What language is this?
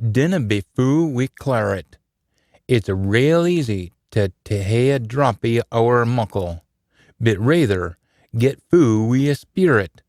Scots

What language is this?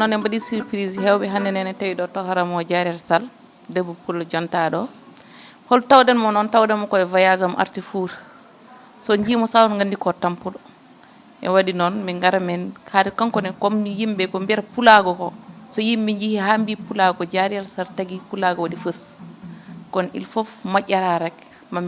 Fula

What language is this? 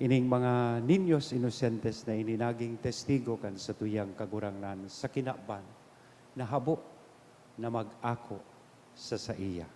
Bikol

